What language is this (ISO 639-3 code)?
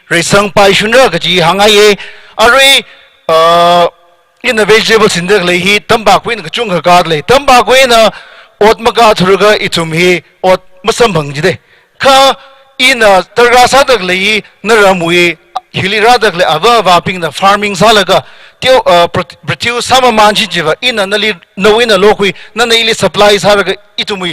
nmf